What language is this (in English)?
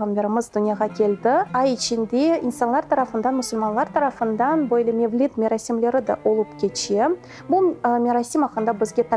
Crimean Tatar